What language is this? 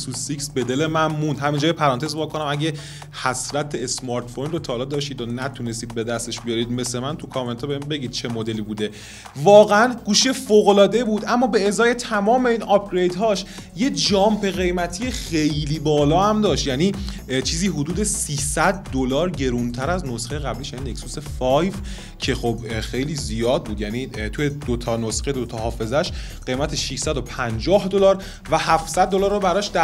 Persian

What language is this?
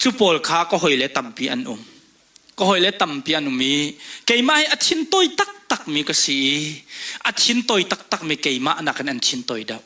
Hakha Chin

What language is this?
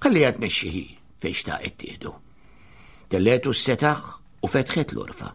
Maltese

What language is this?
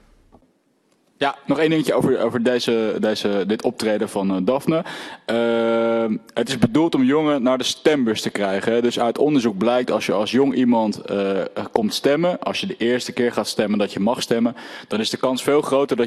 Dutch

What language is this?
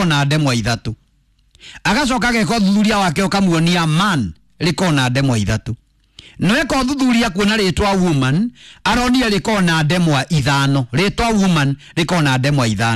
Kikuyu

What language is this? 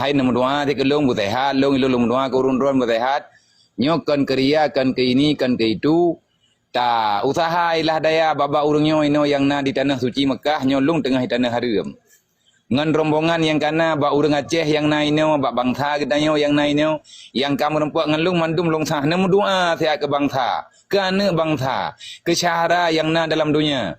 Achinese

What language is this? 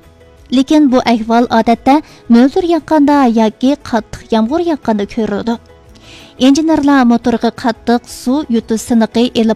Uyghur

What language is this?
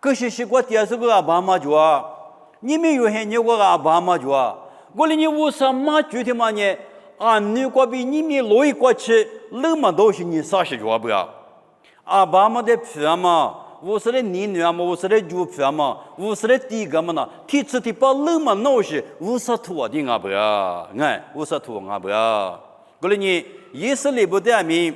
Lisu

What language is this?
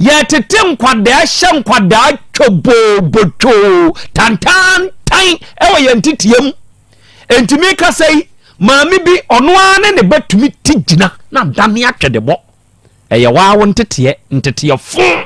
Akan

